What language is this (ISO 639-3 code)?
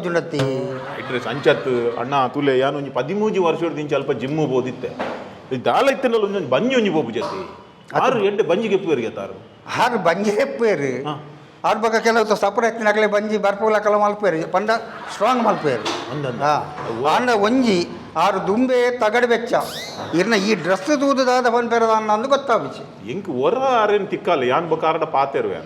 tcy